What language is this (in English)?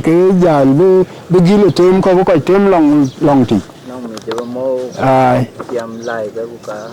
Dinka